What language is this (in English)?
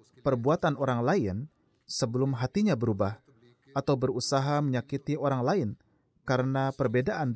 Indonesian